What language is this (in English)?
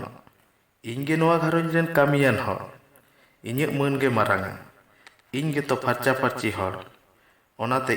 Santali